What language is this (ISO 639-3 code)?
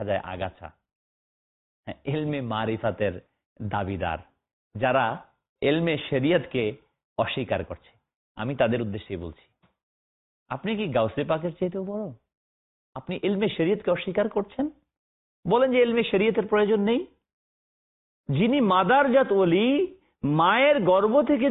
ben